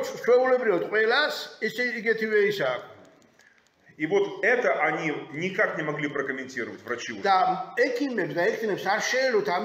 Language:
Russian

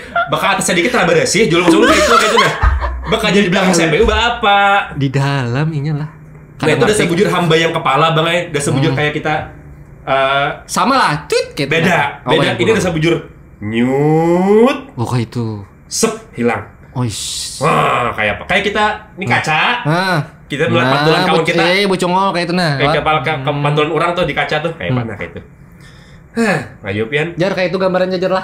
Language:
Banjar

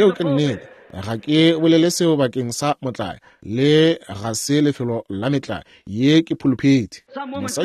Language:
Northern Sotho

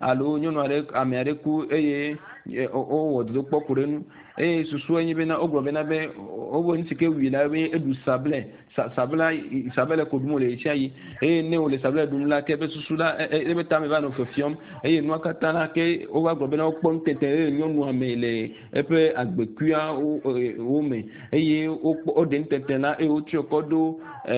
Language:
Ewe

